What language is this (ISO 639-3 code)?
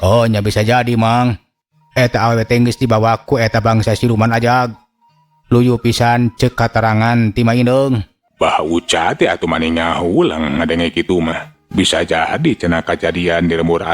sun